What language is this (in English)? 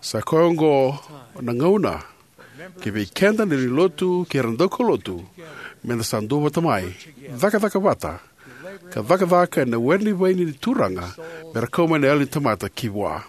Fijian